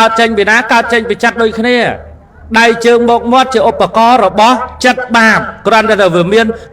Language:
Khmer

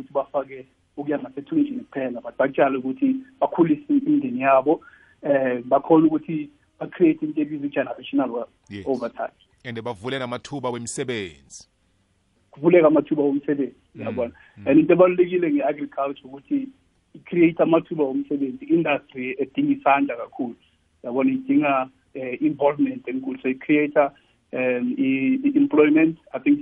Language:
South Ndebele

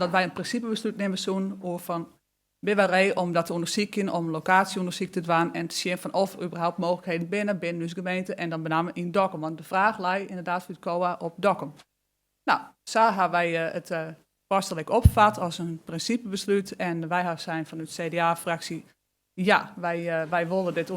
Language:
Western Frisian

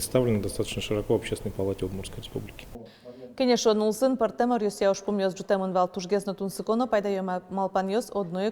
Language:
Udmurt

